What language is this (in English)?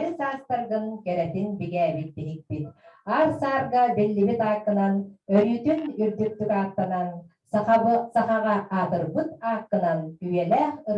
Yakut